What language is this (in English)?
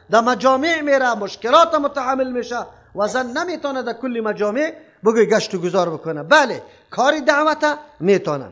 Persian